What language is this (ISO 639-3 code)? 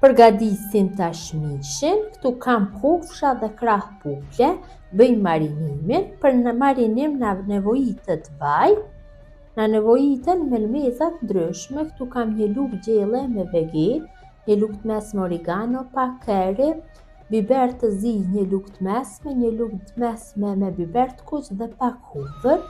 sqi